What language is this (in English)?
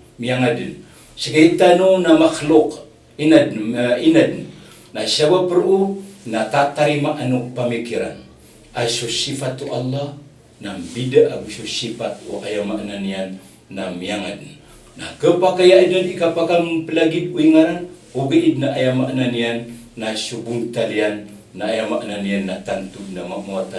Maranao